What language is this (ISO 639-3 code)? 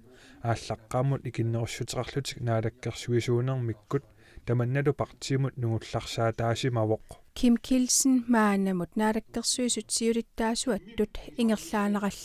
kal